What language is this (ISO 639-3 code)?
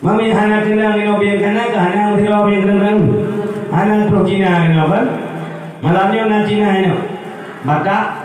ace